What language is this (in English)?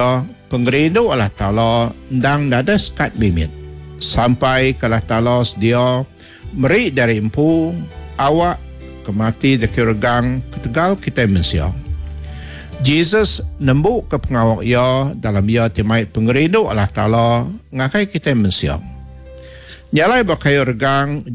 Iban